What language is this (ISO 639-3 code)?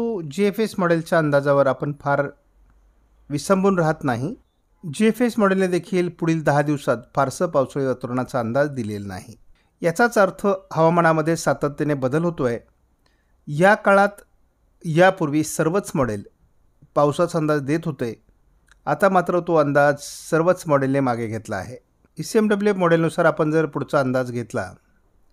mar